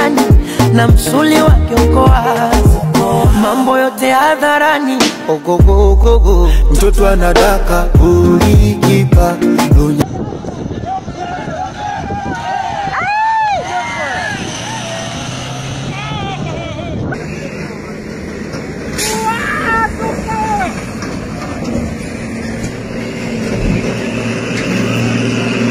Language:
Swahili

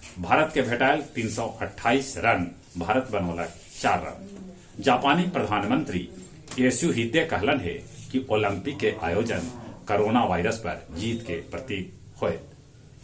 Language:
Magahi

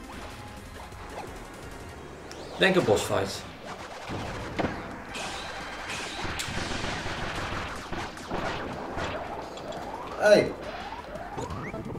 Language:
Dutch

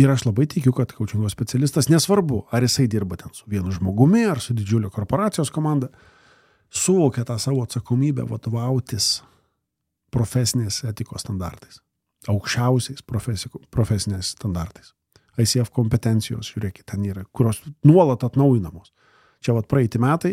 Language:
Lithuanian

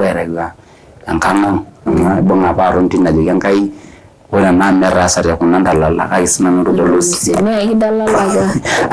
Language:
Masai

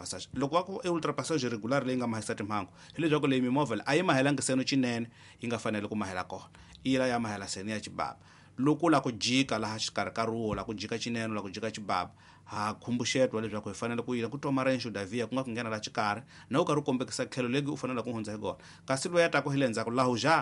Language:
Tsonga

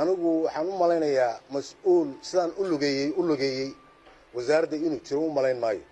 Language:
Somali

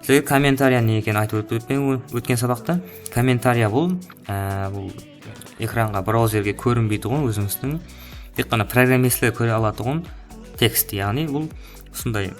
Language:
Kara-Kalpak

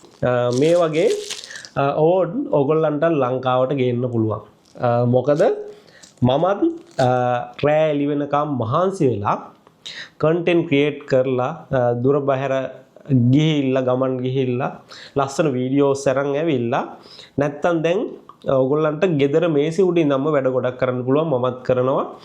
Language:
Sinhala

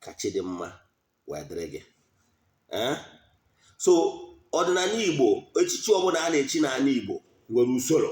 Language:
Igbo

